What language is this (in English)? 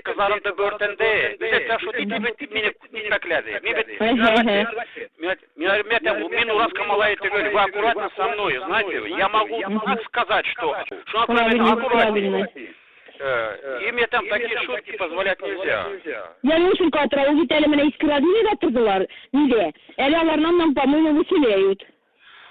Tatar